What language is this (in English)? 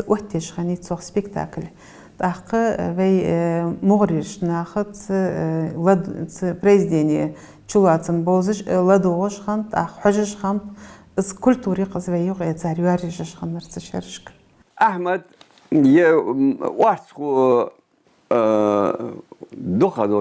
Ingush